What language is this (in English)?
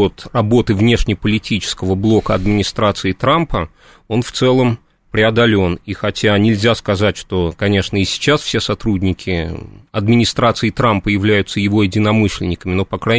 Russian